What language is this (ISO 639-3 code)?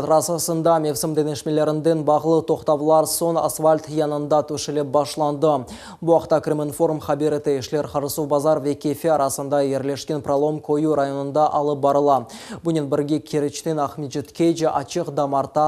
crh